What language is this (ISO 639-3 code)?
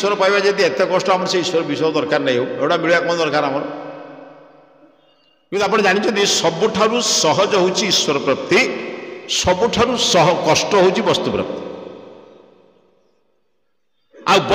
ori